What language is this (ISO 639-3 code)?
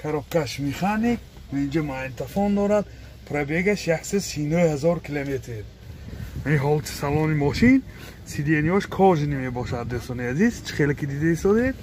tgk